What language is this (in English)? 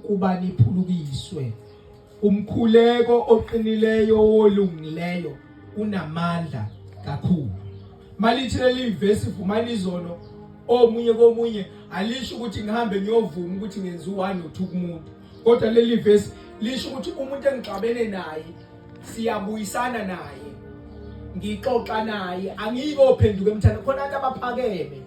Zulu